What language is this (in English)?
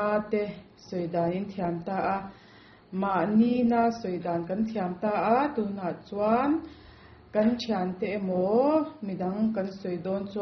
Mizo